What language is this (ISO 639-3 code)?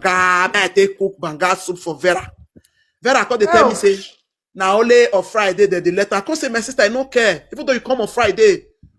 pcm